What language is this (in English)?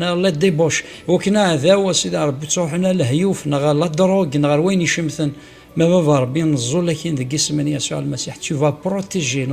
Kabyle